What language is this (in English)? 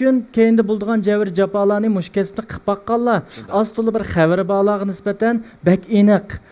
Uyghur